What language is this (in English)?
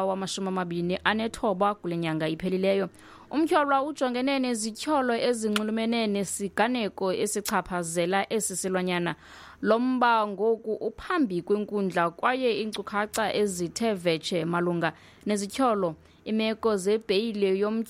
Xhosa